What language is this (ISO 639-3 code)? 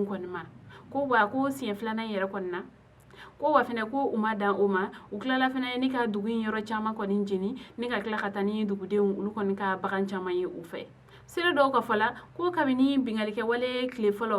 bam